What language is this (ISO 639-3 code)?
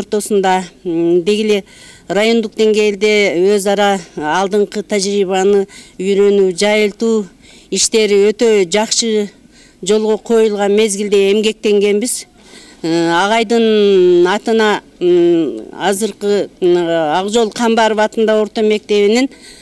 kir